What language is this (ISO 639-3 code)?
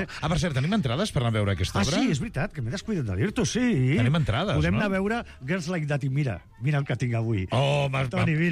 cat